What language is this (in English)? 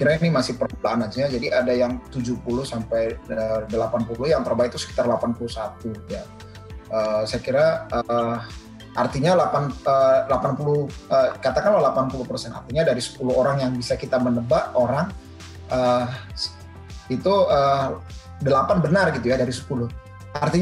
Indonesian